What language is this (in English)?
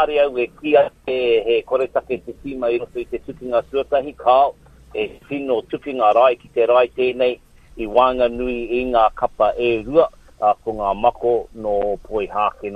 Māori